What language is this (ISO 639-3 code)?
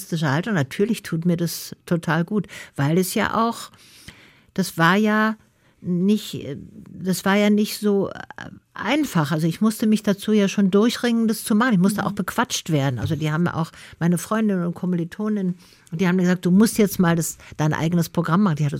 deu